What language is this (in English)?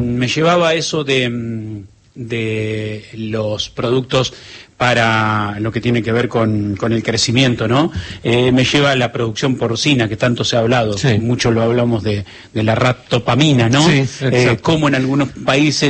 Spanish